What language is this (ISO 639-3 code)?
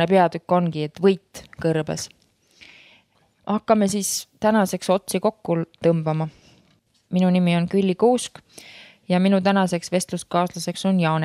est